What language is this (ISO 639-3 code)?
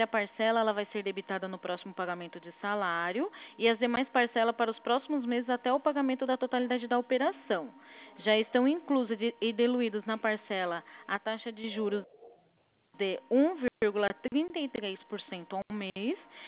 por